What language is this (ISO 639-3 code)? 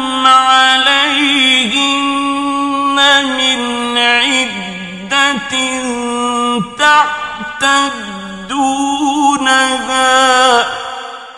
ara